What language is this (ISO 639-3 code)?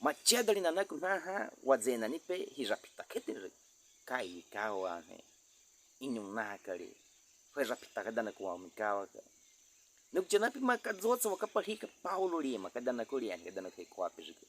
bwi